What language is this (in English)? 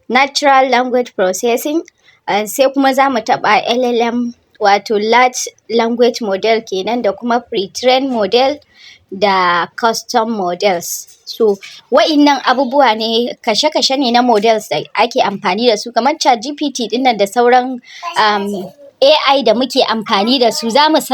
Hausa